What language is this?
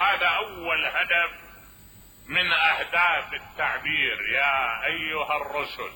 Mesopotamian Arabic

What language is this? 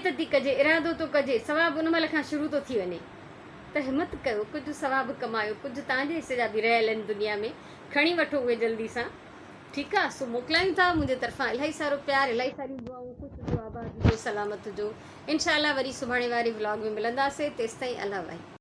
Sindhi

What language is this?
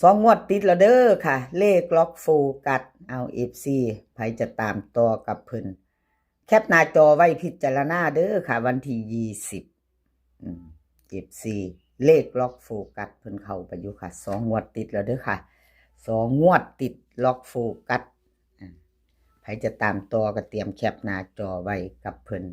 Northeastern Thai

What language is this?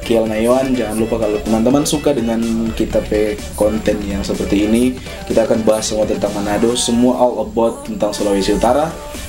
Manado Malay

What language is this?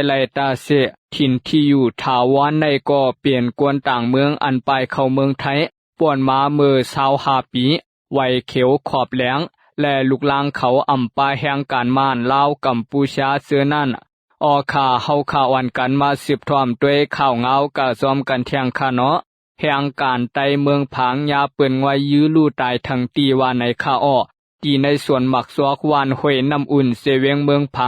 Shan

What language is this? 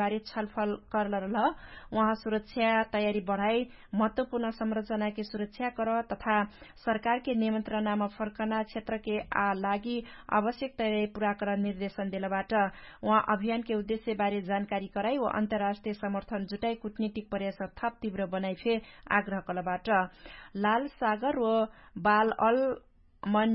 Dangaura Tharu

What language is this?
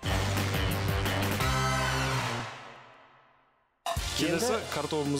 Kazakh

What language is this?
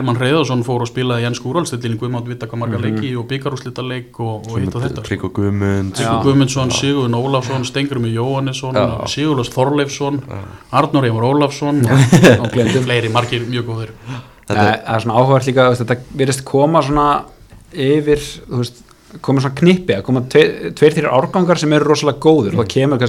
Icelandic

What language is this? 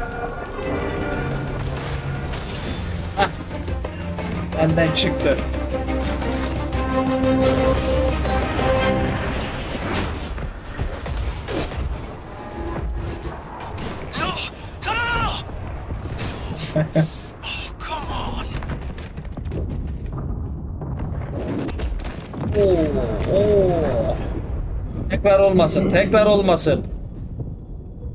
Turkish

